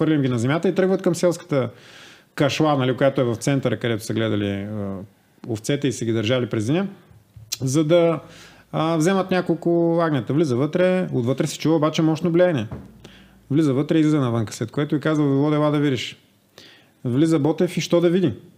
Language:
Bulgarian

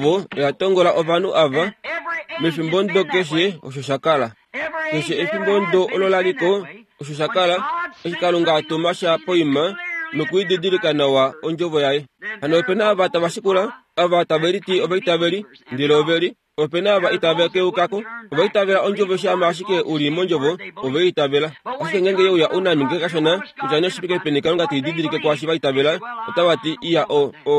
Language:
Kuanyama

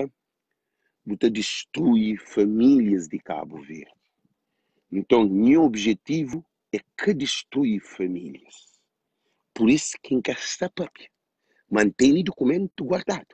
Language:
Kabuverdianu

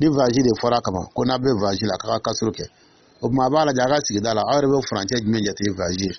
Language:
Dyula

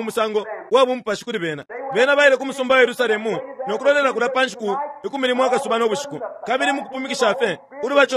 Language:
Bemba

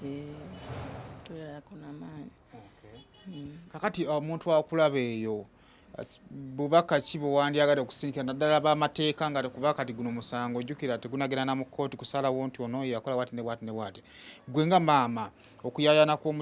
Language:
Ganda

